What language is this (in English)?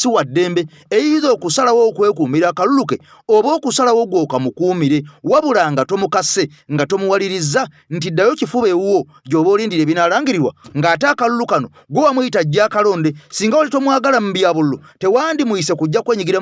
Ganda